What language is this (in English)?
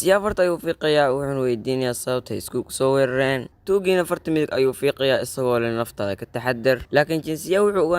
Somali